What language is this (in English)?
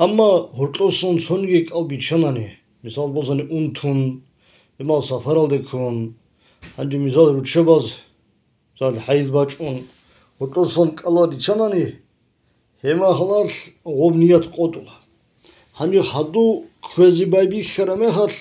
Avaric